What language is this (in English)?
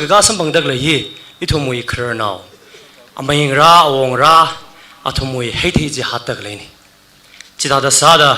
Tangkhul Naga (India)